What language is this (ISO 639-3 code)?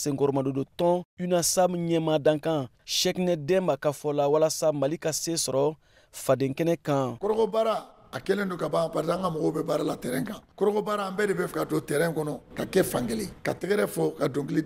bam